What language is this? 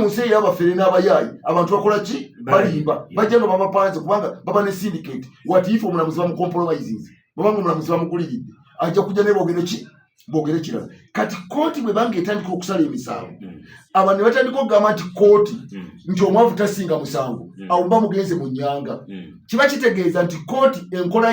Ganda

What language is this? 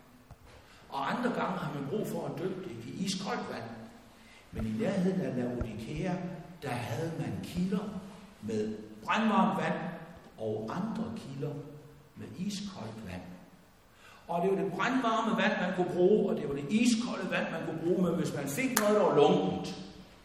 Danish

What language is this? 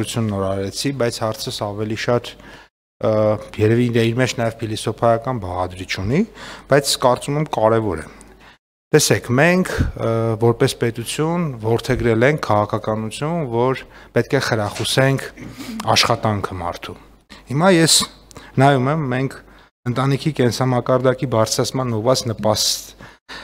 Armenian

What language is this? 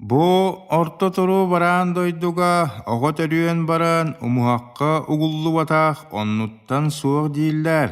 Yakut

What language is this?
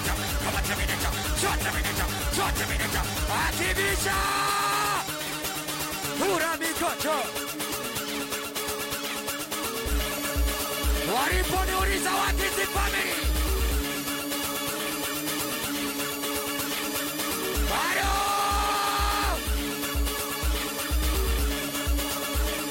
Swahili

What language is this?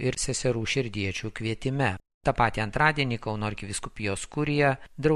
Lithuanian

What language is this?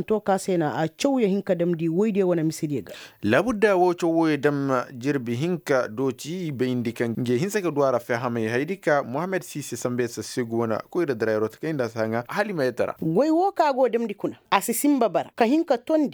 Koyraboro Senni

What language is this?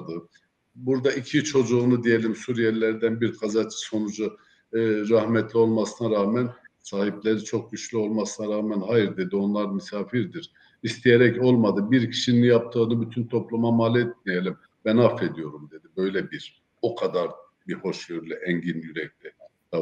Turkish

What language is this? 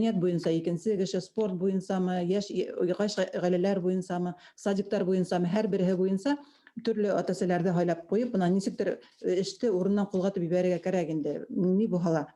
Bashkir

